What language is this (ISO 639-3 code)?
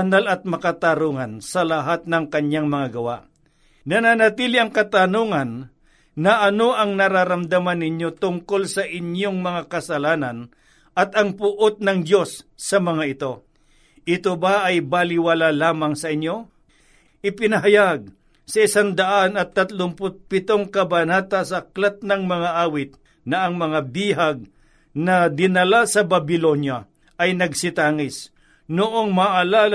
fil